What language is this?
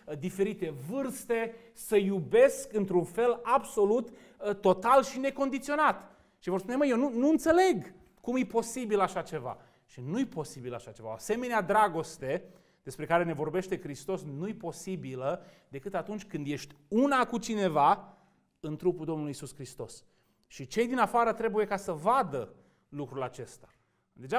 Romanian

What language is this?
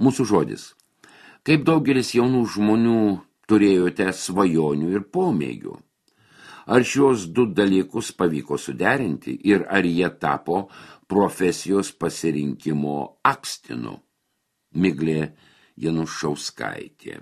Lithuanian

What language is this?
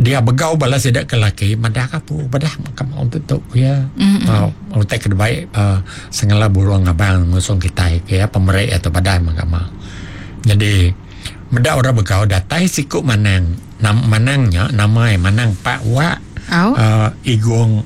Iban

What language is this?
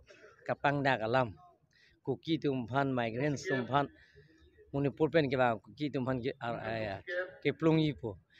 Karbi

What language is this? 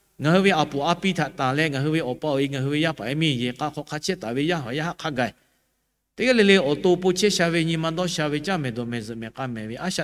Lahu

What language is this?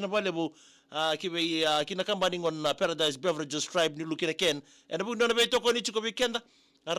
Fijian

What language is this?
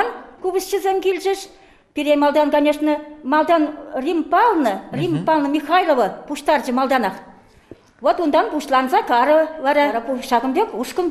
Chuvash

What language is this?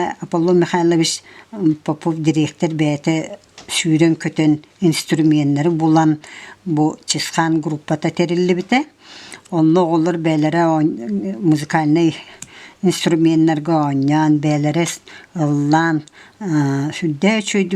Yakut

